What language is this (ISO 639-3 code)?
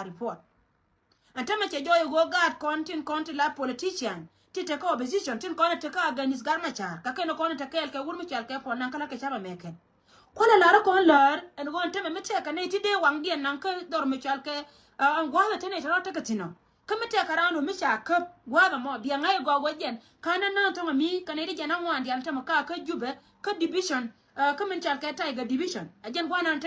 nus